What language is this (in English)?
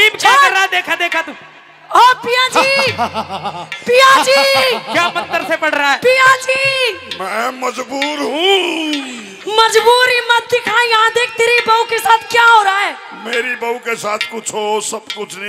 Hindi